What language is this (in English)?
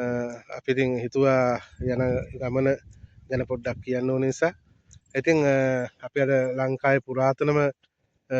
Sinhala